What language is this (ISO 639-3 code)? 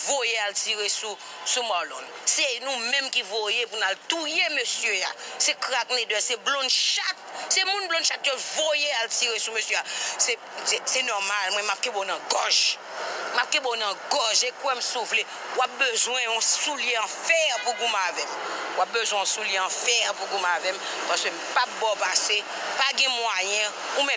hat